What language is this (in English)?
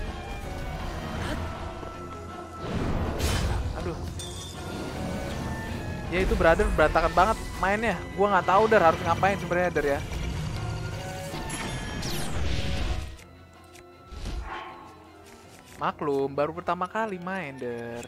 Indonesian